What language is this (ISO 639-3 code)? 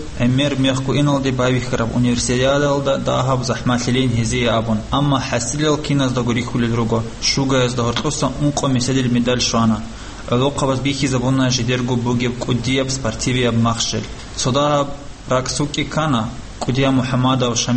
ava